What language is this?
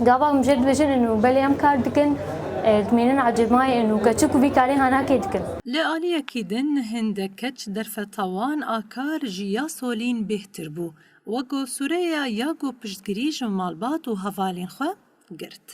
Kurdish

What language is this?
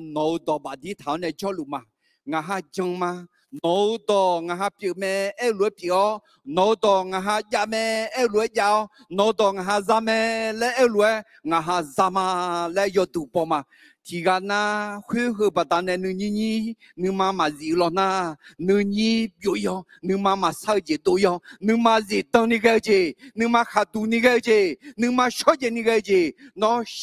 Akha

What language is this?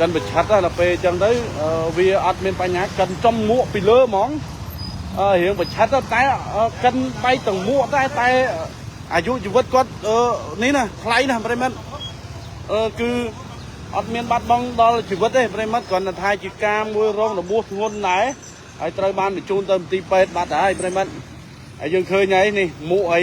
Khmer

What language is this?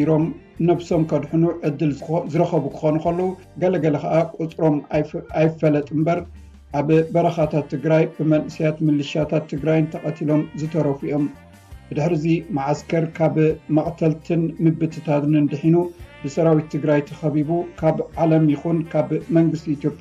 Tigrinya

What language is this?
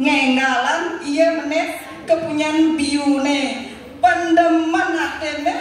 Balinese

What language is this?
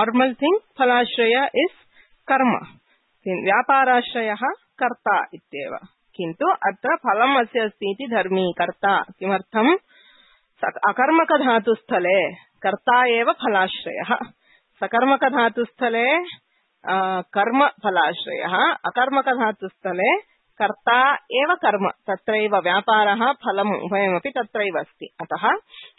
Sanskrit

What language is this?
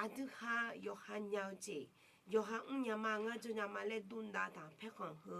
Akha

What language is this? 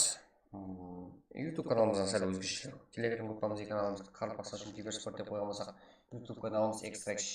Kara-Kalpak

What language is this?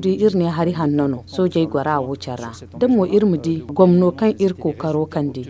Zarma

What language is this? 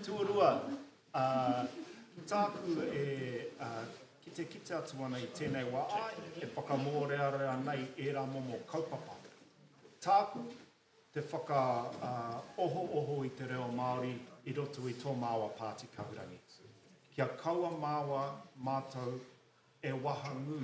Māori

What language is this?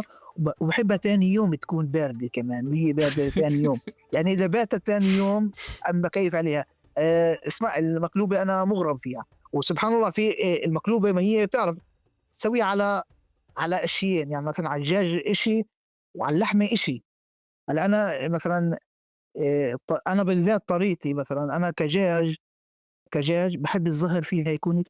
North Levantine Arabic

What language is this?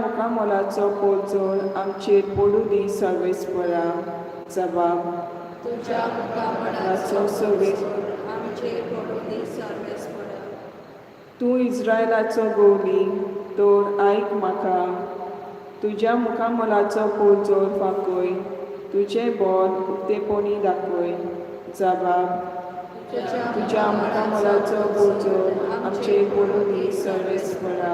Konkani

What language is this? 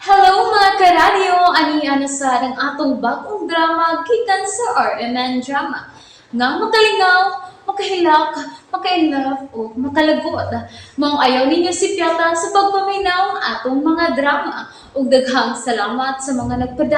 Cebuano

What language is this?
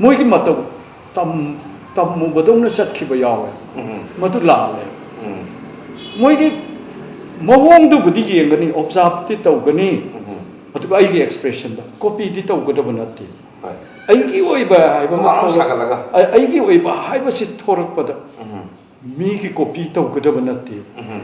Manipuri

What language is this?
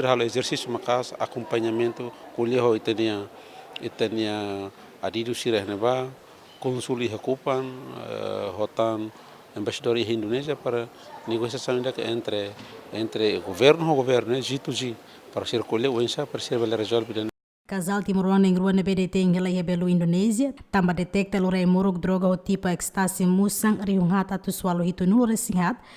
Tetum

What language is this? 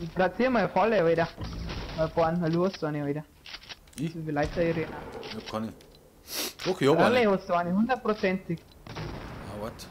Bavarian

